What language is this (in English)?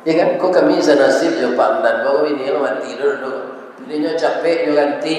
Minangkabau